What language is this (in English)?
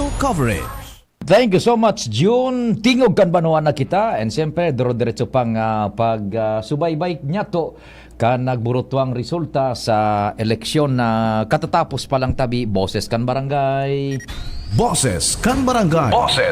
Bikol